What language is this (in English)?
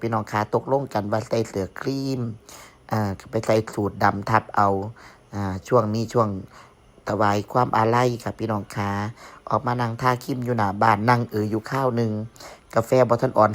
Northeastern Thai